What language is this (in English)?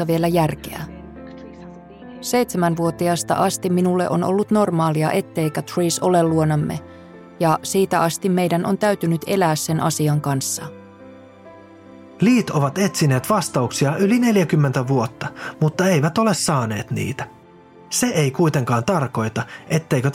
Finnish